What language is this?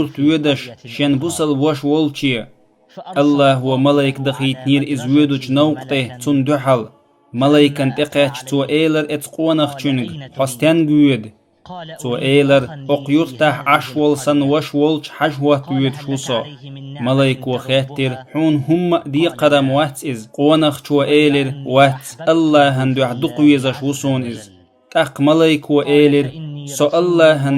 Chechen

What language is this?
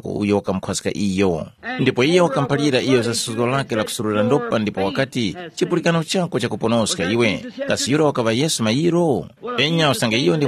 Tumbuka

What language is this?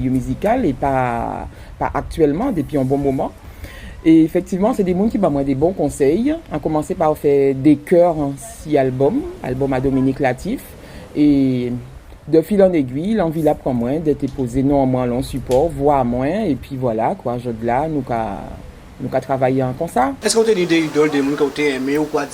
Guadeloupean Creole French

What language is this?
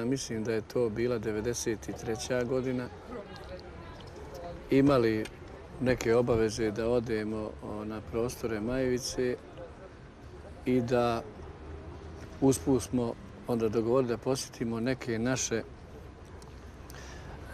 Bosnian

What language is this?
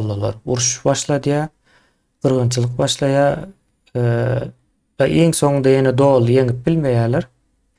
Turkmen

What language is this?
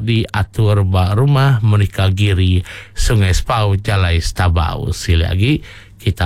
Iban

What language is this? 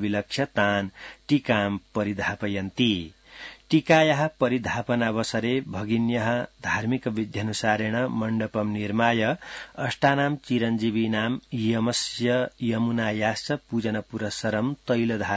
Sanskrit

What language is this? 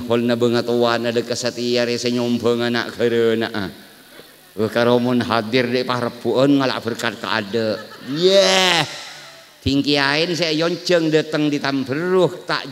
Madurese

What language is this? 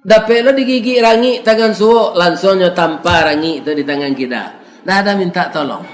Minangkabau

